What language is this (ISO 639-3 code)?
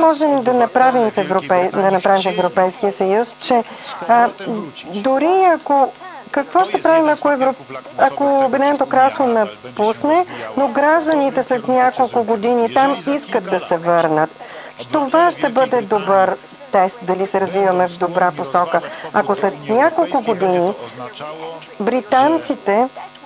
bul